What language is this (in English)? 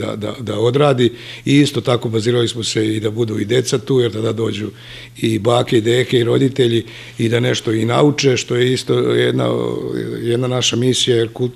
Serbian